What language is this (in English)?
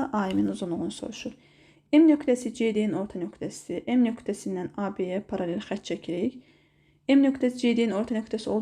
Azerbaijani